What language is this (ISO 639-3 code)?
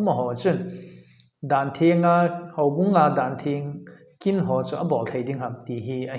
tcz